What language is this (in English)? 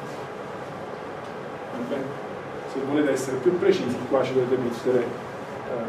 Italian